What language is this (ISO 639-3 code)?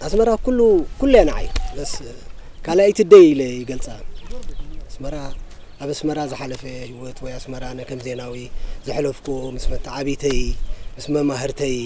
tir